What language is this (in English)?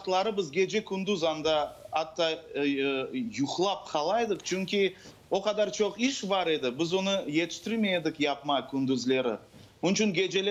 Crimean Tatar